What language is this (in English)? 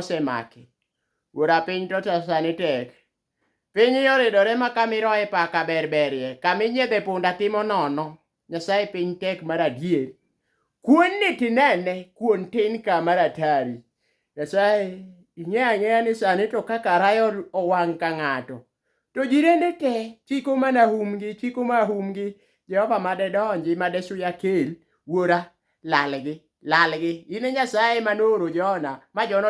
Luo (Kenya and Tanzania)